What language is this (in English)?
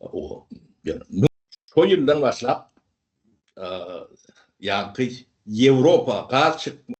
Turkmen